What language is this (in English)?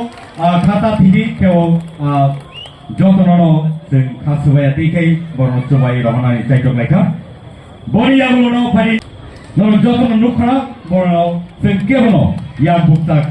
Kok Borok